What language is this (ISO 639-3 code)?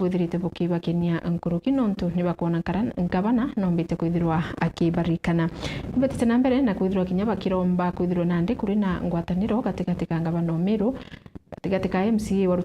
mer